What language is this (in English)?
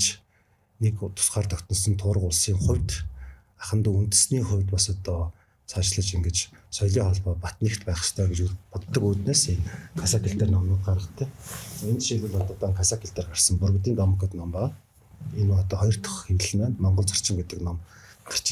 Mongolian